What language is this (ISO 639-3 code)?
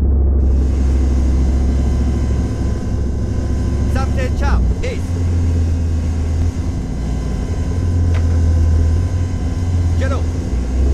fas